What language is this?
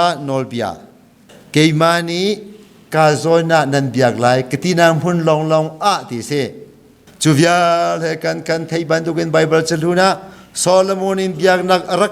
Hakha Chin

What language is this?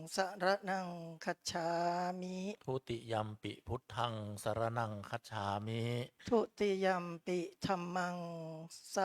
Pali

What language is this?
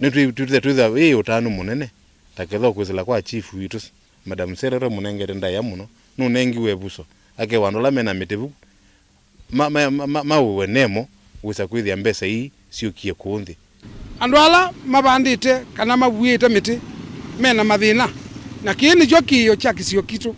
Kamba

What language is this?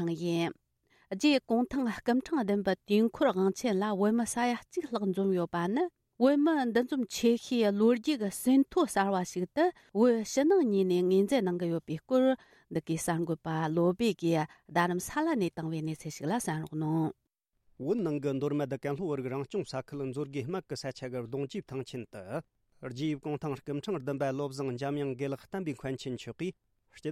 Tibetan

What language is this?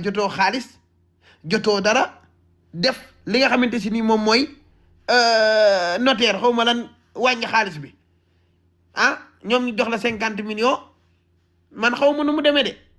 Wolof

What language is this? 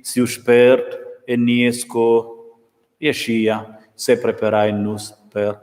Romansh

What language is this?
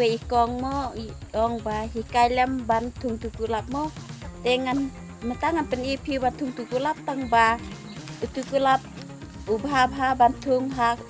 Khasi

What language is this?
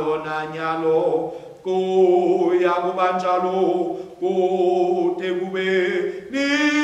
Swati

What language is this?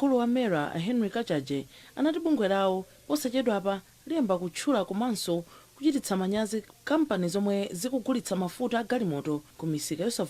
Nyanja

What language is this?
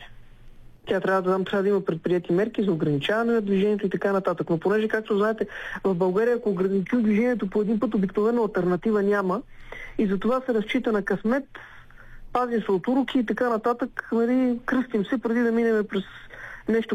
Bulgarian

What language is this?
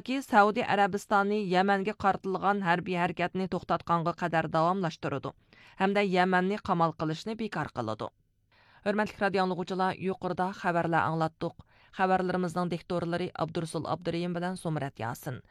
Uyghur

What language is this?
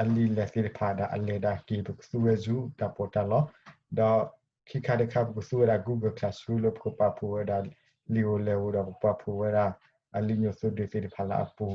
S'gaw Karen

